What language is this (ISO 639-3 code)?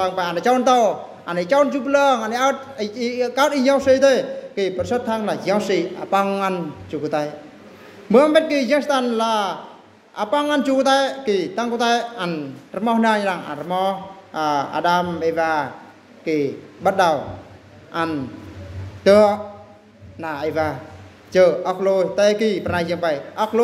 bru